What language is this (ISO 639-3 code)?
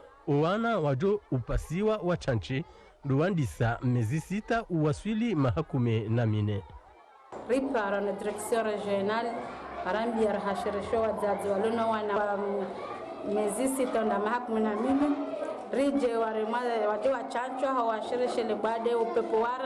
zdj